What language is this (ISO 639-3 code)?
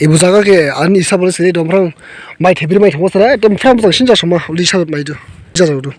dis